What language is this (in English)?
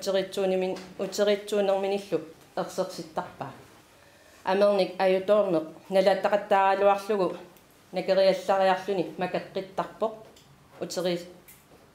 Kalaallisut